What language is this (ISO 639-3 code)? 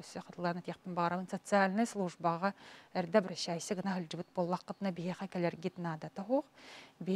sah